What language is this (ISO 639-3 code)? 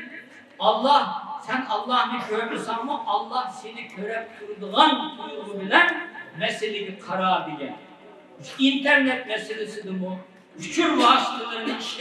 uig